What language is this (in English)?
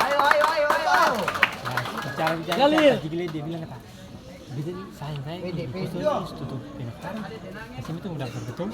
Ambonese Malay